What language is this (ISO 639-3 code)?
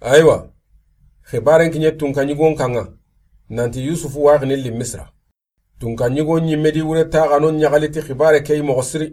snk